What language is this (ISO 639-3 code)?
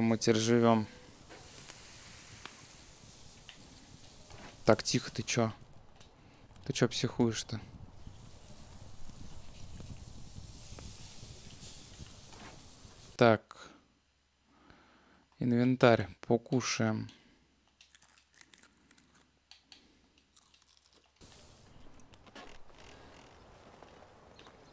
rus